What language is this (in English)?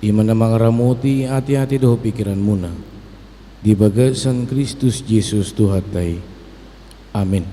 Batak Toba